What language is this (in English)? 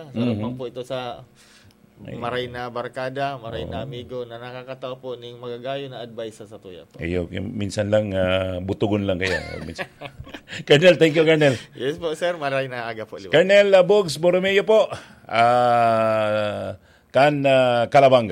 Bikol